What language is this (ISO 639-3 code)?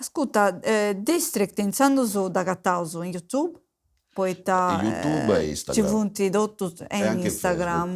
srd